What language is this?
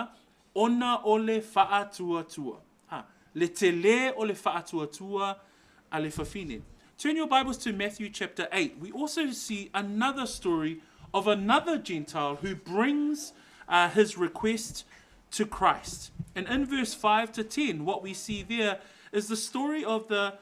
Samoan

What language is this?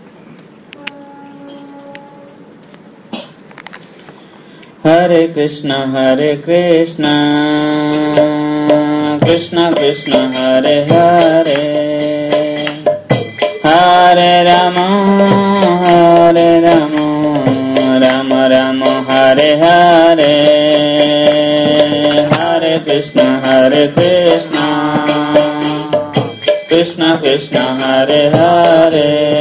Odia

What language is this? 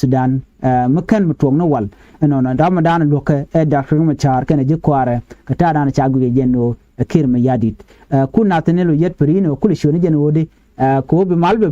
Nuer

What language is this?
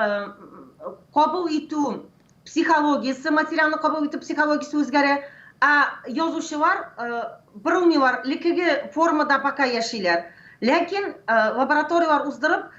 Tatar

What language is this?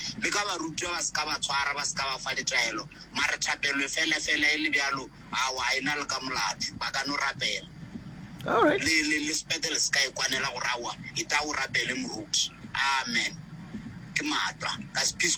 Northern Sotho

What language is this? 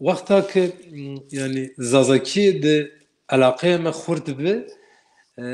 Zaza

